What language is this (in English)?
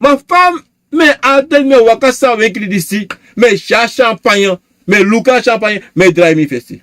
Sranan Tongo